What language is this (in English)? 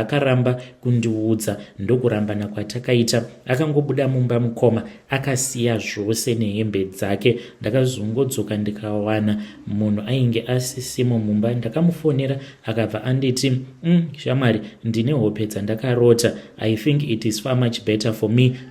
Shona